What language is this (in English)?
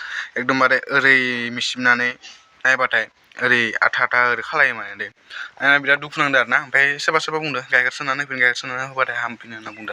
Bodo